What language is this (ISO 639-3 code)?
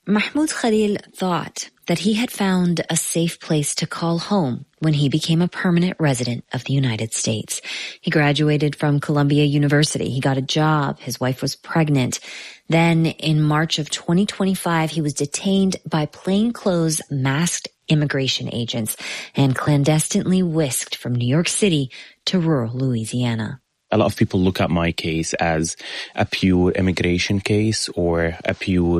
eng